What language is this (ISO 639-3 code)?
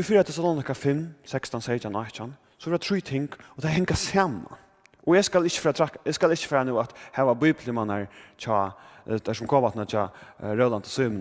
fao